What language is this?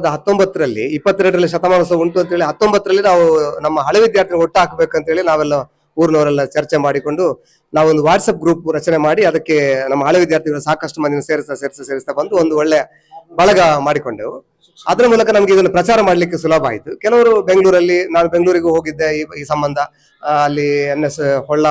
Kannada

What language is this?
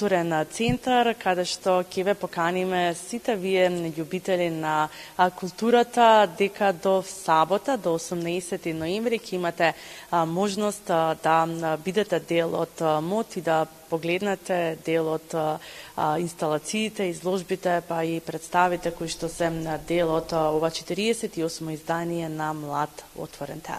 Macedonian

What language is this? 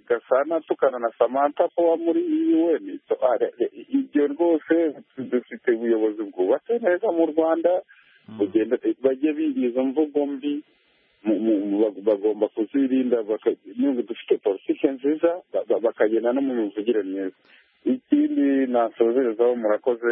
Kinyarwanda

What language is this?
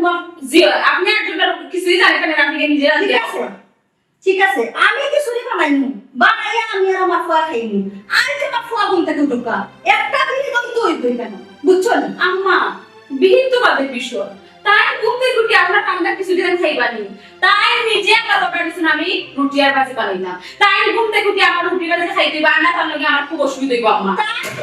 Sylheti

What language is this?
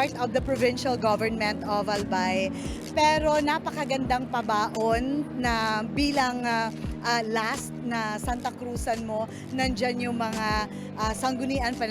Bikol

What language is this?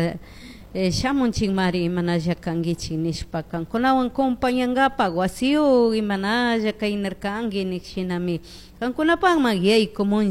Chimborazo Highland Quichua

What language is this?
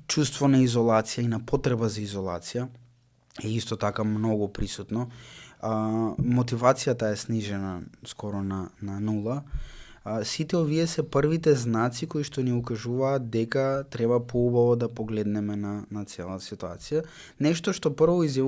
Macedonian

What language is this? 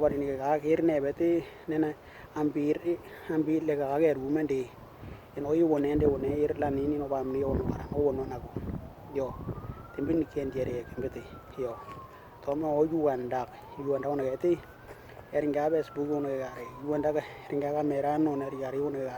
Western Dani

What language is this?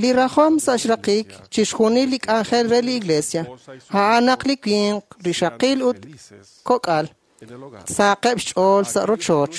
Kekchí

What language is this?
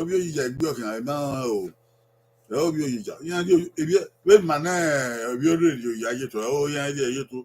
Bini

